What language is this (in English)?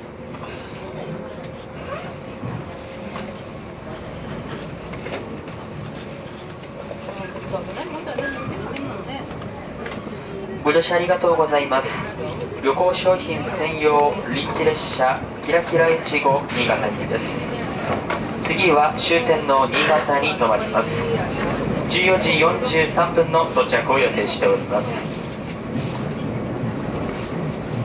Japanese